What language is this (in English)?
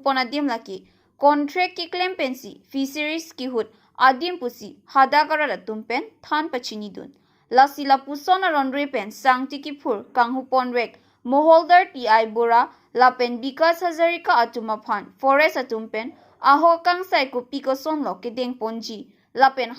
Karbi